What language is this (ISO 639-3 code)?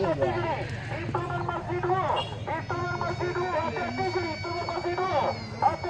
min